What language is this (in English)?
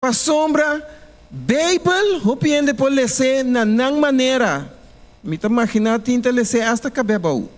Papiamento